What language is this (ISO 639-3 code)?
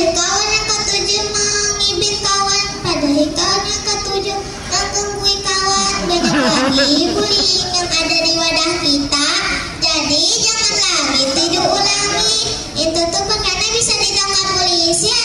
bjn